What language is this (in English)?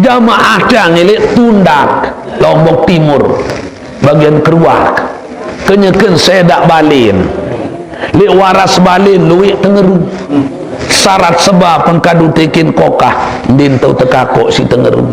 Sasak